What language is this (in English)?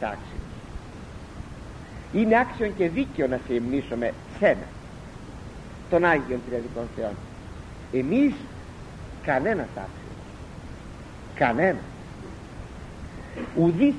Greek